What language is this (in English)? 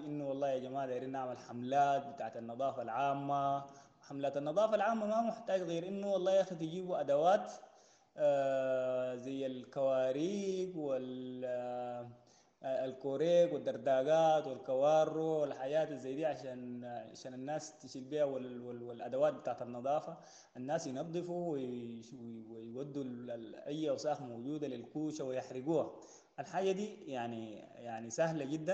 Sudanese Arabic